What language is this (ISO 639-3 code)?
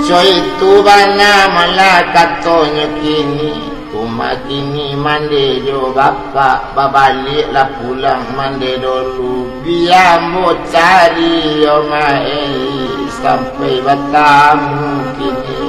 min